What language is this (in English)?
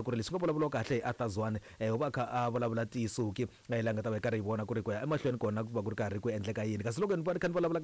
Tsonga